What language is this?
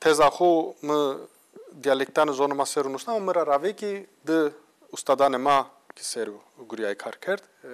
Zaza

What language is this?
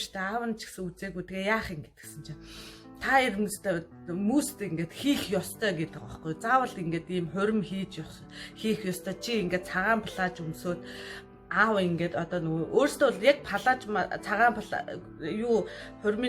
Mongolian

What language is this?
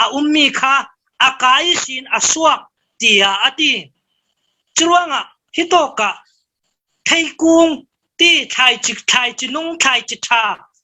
Falam Chin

